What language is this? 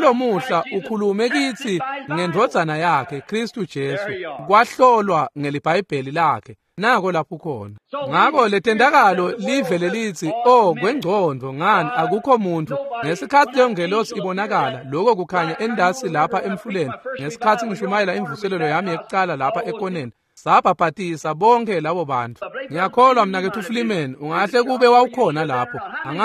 Swati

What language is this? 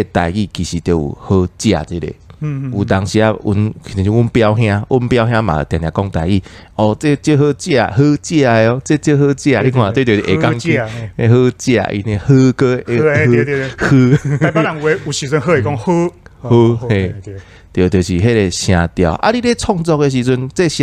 Min Nan Chinese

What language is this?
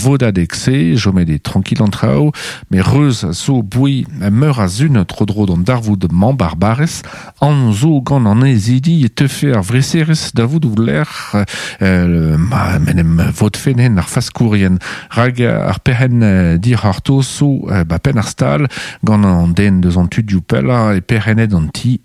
Breton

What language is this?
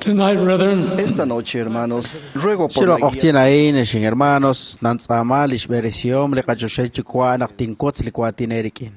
Kekchí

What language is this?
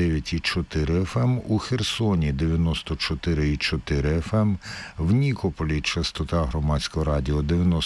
Ukrainian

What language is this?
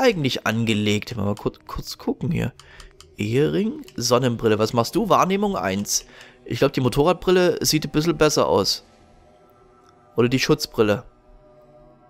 German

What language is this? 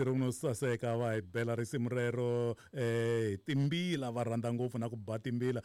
Tsonga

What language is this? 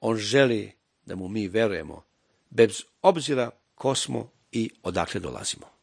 Serbian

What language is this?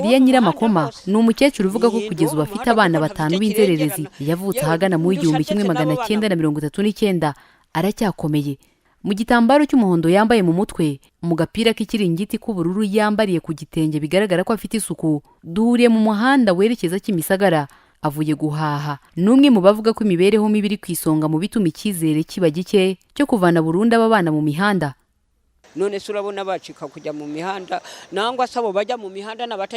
Kinyarwanda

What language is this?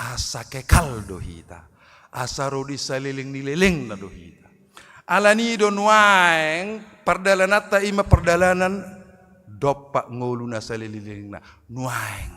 Batak Toba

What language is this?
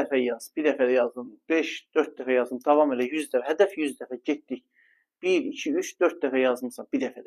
Azerbaijani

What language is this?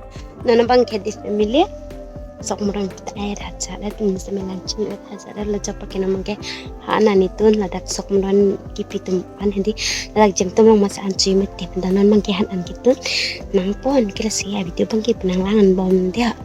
Karbi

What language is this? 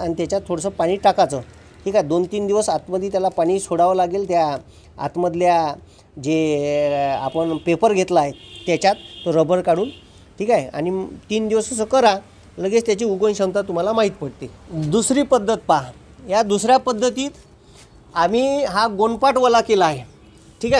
Marathi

